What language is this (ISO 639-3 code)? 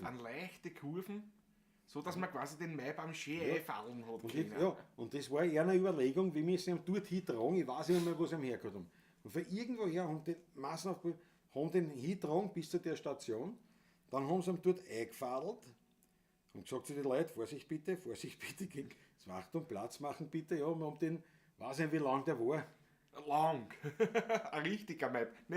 bar